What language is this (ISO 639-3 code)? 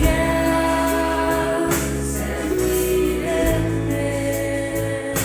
fao